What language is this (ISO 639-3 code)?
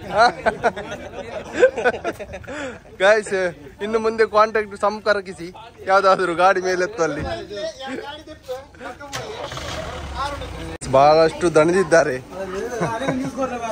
kan